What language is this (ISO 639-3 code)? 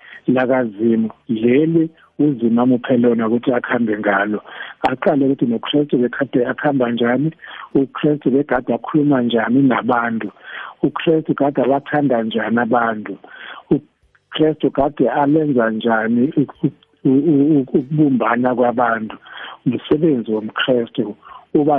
nbl